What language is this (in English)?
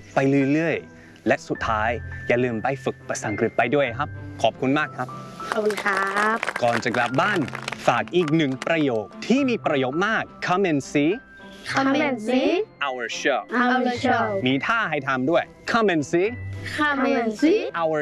Thai